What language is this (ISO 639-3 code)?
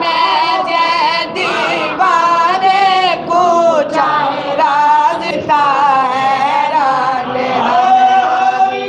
skr